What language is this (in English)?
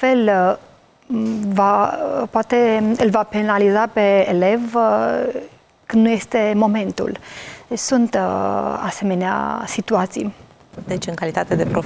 Romanian